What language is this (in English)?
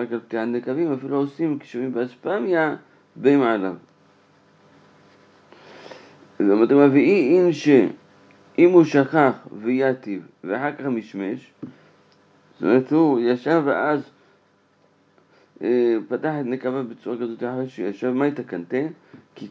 Hebrew